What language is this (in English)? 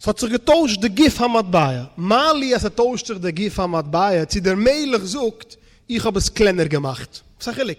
Yiddish